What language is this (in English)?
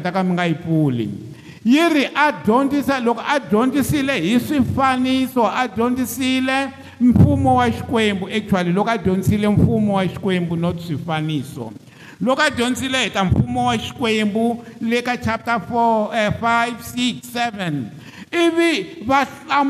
Tsonga